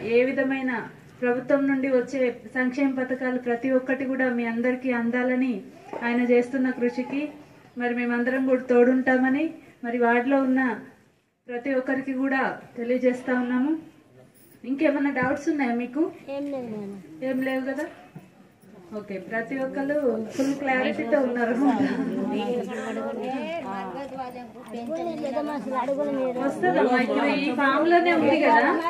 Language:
Telugu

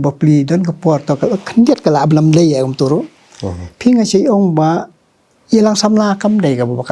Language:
Khasi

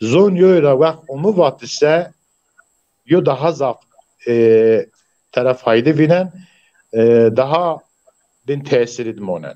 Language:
Zaza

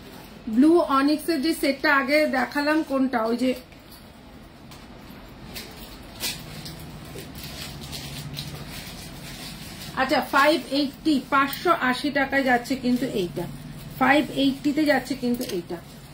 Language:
Bangla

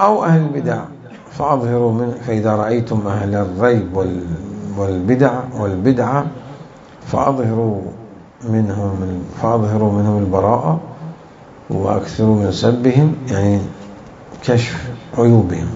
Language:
Mesopotamian Arabic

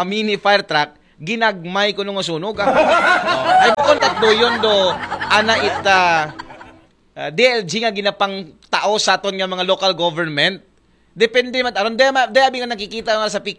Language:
Aklanon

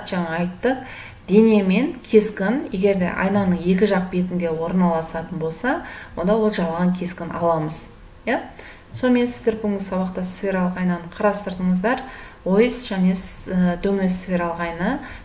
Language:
Kazakh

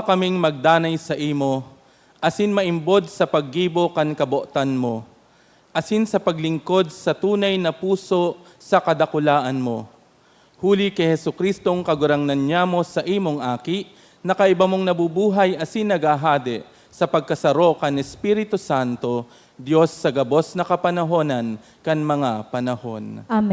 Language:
Bikol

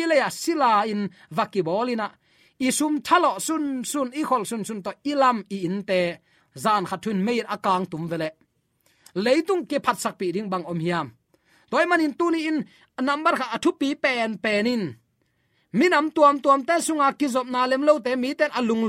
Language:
Tedim Chin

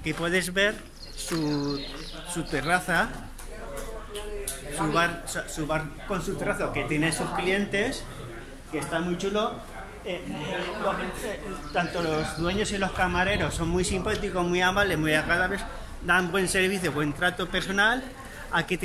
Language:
Spanish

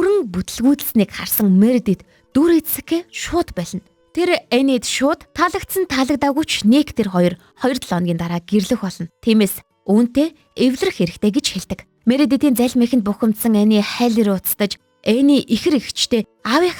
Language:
Mongolian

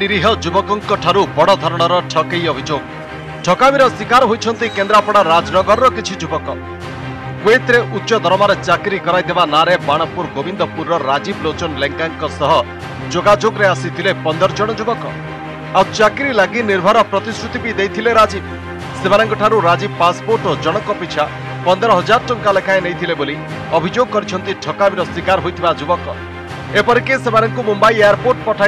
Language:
Odia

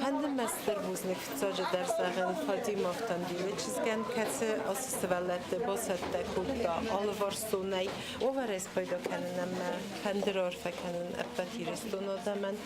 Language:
Ossetic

